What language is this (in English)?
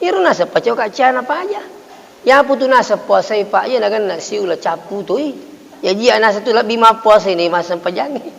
Buginese